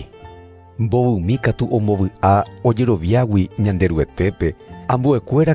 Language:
Guarani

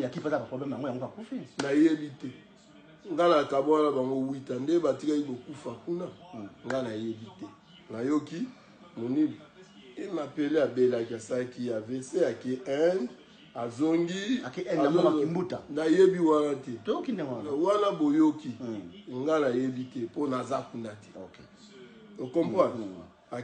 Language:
Lingala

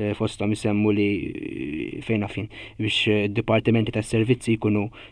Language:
Maltese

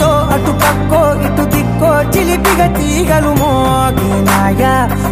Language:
Telugu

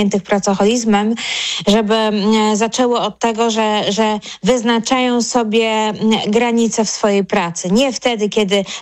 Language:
Polish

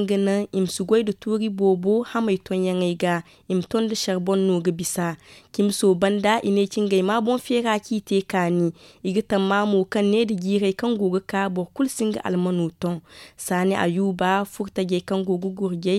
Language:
Zarma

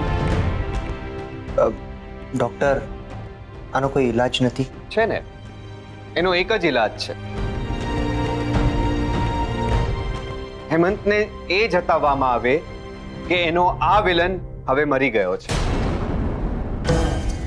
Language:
Gujarati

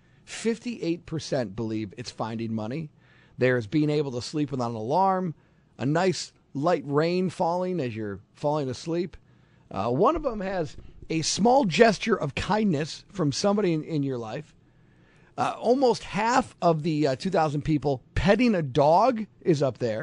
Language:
English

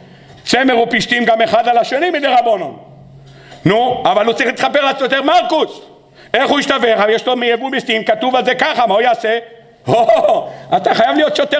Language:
Hebrew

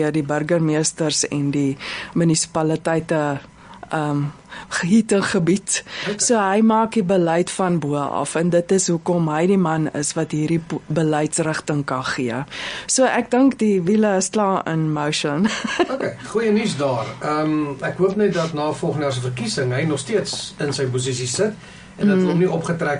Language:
Afrikaans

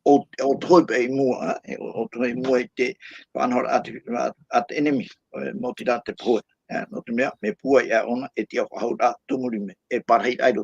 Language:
Tahitian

